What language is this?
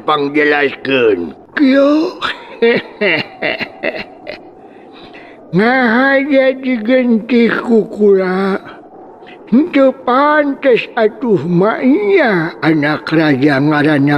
Sundanese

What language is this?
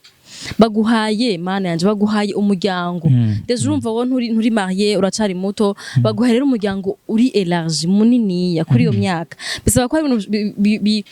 Rundi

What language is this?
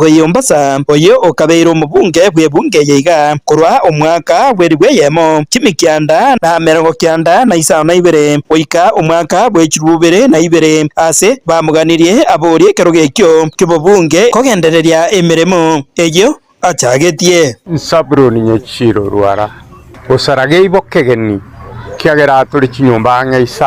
Gusii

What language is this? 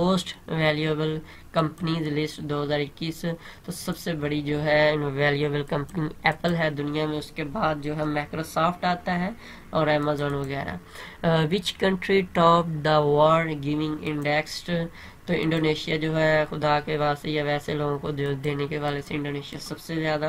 Urdu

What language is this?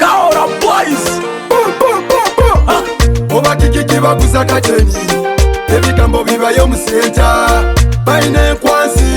Nyoro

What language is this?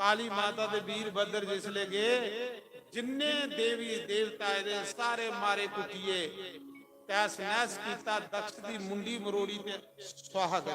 Dogri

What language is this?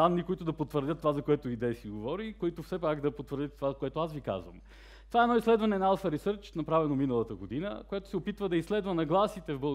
Bulgarian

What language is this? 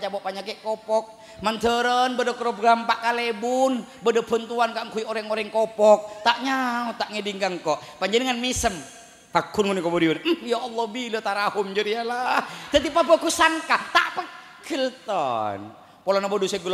Madurese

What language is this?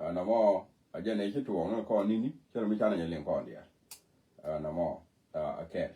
Nuer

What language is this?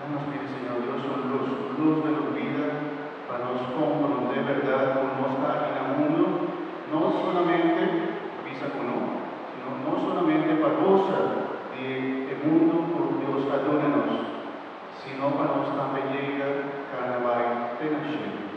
Papiamento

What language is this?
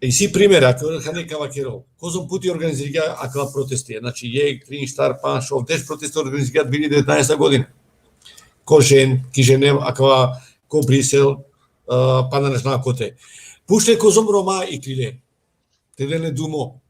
Balkan Romani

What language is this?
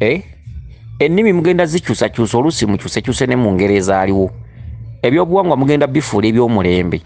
Ganda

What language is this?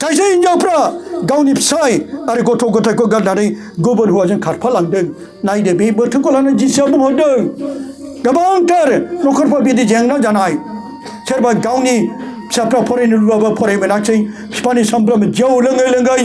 Bodo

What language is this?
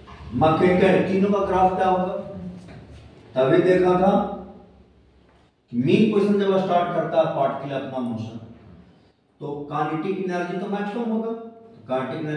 Hindi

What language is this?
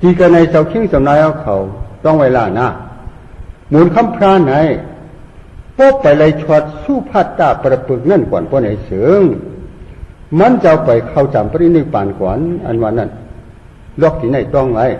Shan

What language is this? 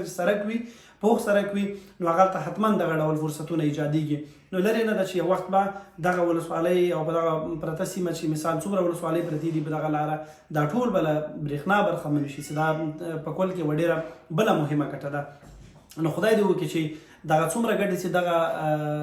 Pashto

